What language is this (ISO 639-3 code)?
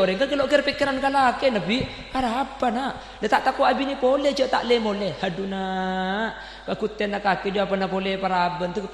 mad